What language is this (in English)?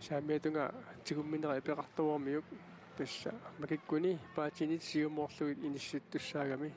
Kalaallisut